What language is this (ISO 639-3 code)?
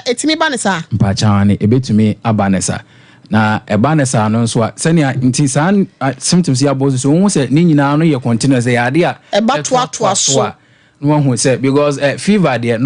aka